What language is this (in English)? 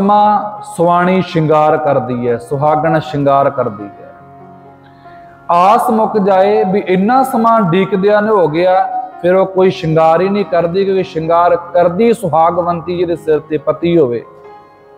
Punjabi